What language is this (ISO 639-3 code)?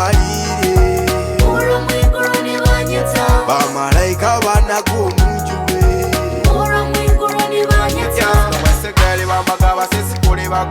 nyo